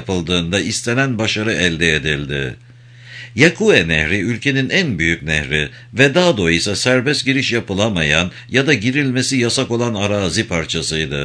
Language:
Turkish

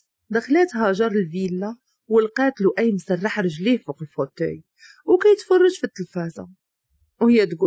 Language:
Moroccan Arabic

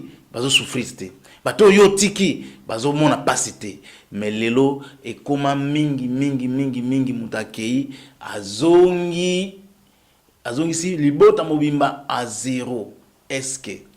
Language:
Lingala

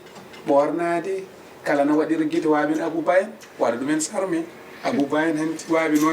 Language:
Fula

